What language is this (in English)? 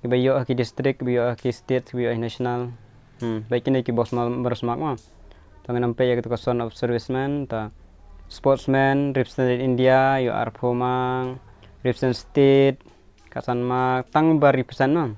Khasi